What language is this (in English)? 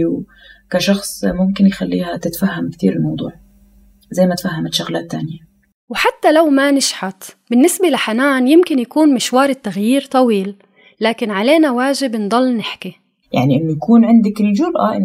North Levantine Arabic